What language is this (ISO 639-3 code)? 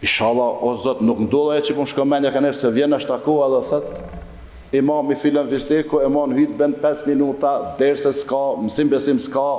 sqi